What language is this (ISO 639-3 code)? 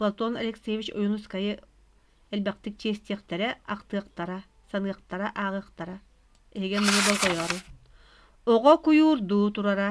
sah